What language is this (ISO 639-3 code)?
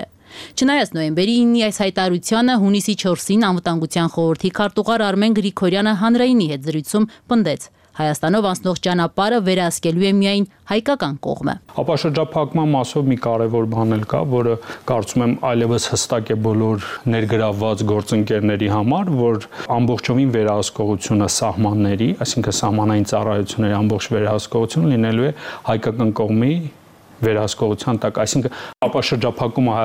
hye